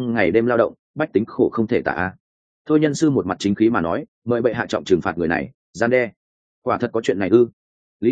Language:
Vietnamese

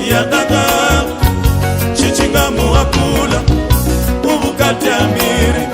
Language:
Venda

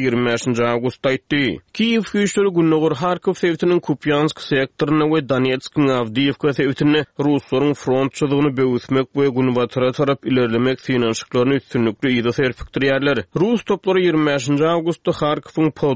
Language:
Turkmen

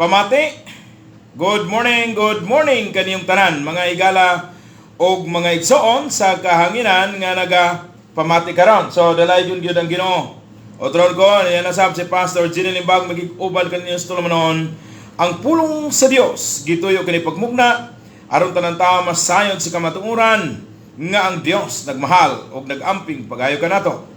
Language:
Cebuano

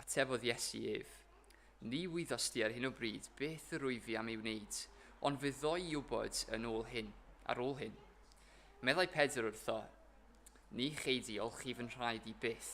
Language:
Welsh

